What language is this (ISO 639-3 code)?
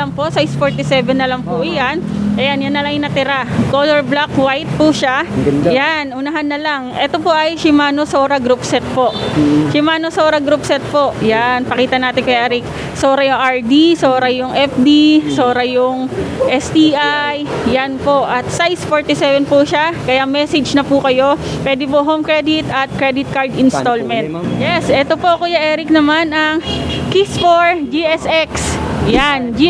fil